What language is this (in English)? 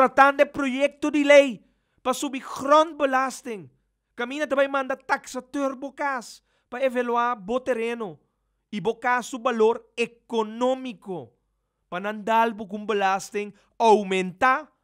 Papiamento